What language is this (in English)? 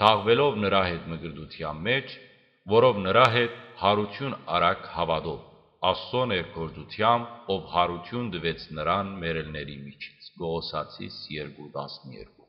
Western Armenian